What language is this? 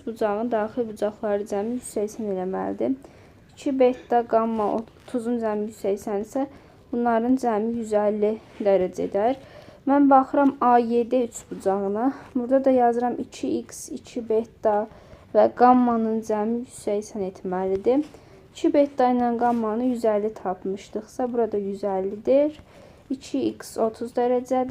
Azerbaijani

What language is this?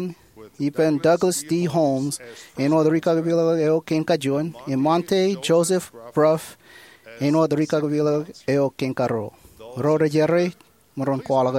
Marshallese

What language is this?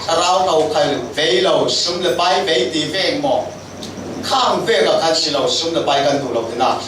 Falam Chin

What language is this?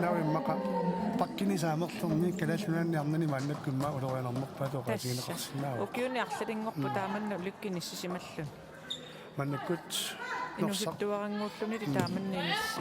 Kalaallisut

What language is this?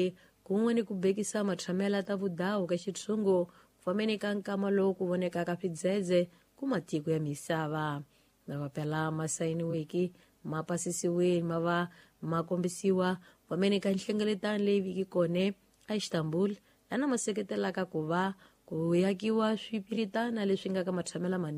Tsonga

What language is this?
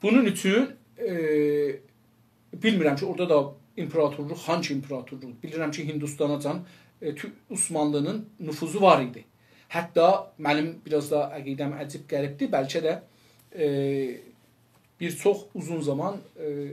South Azerbaijani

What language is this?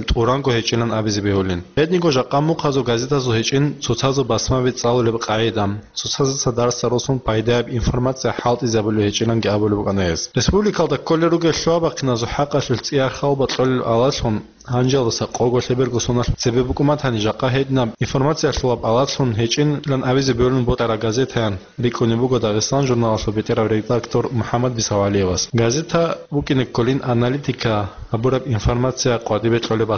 Avaric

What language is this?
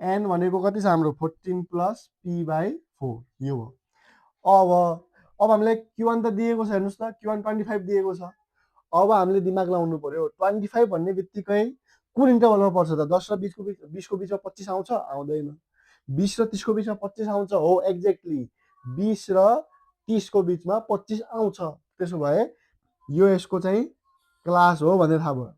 Nepali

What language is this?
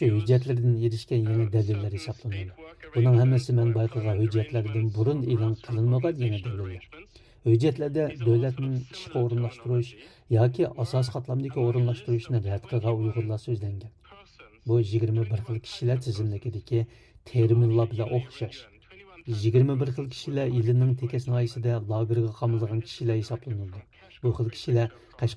Uyghur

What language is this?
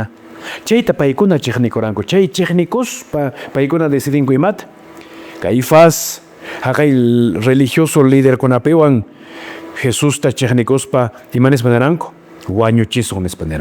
Quechua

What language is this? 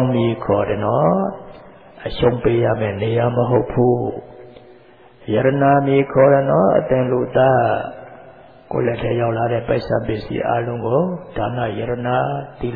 Burmese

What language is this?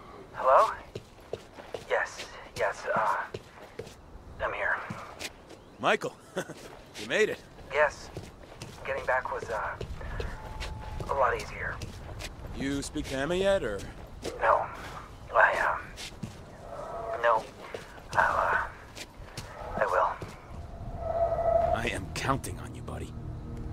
English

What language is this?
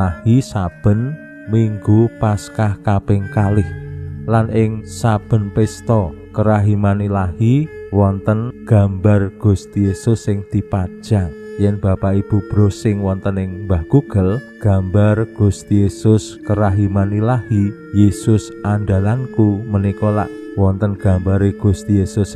Javanese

